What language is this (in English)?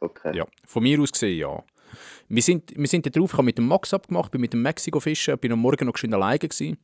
Swiss German